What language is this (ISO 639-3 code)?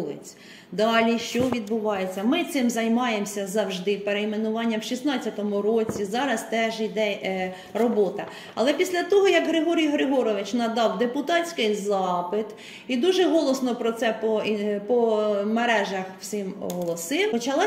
ukr